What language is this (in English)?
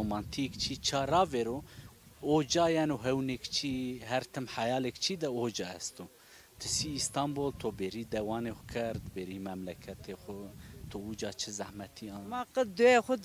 Zaza